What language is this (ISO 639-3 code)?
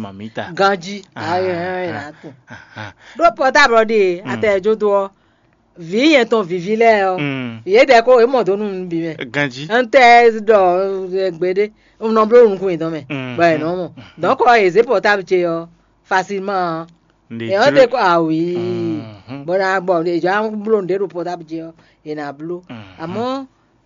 fon